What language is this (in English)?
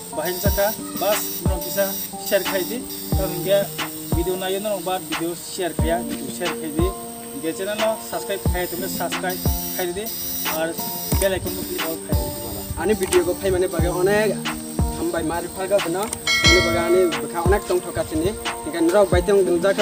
Kok Borok